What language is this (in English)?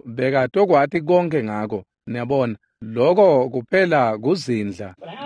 Swati